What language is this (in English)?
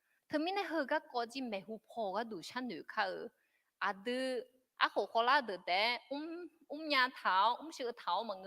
Akha